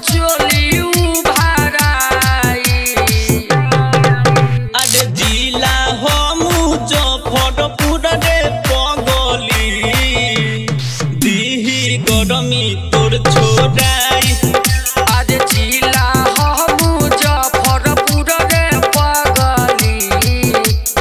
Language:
Bhojpuri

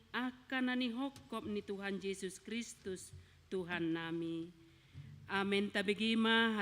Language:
Batak Toba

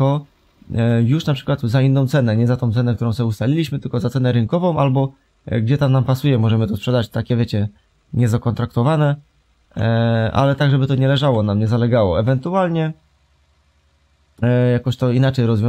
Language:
Polish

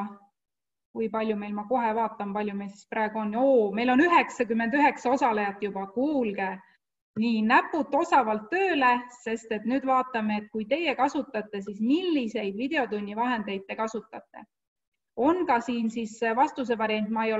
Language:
Estonian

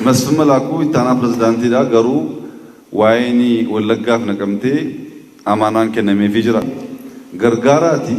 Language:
Oromo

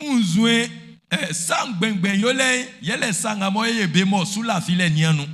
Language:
Baoulé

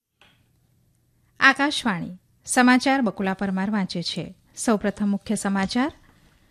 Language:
Gujarati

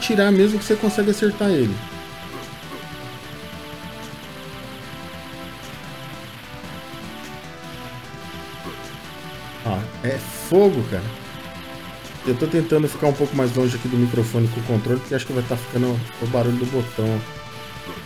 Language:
Portuguese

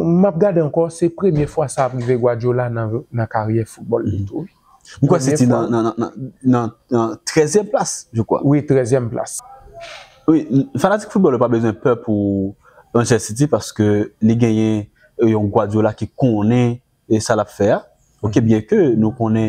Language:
Haitian Creole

